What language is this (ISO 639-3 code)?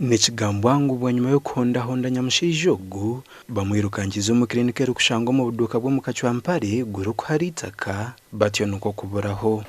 nyn